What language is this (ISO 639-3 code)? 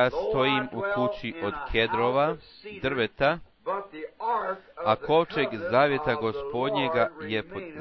bos